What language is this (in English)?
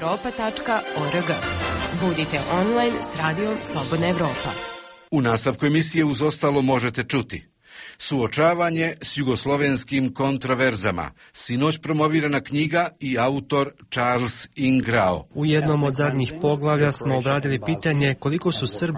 Croatian